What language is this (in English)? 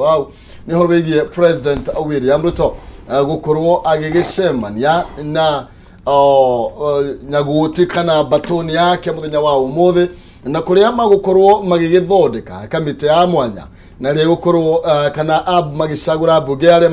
Kikuyu